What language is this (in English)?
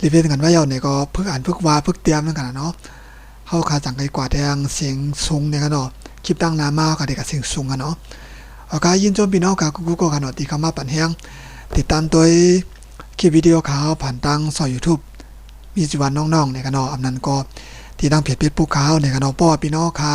Shan